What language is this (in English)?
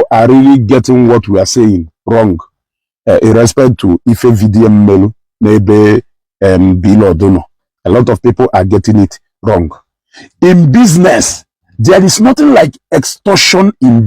Igbo